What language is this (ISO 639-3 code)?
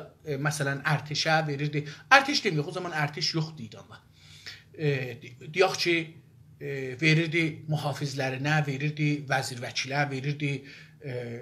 azb